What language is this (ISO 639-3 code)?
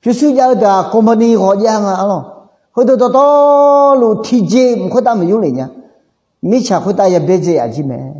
ahk